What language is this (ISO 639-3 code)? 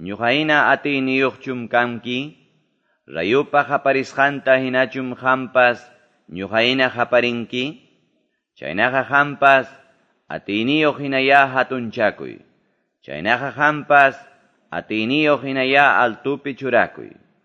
que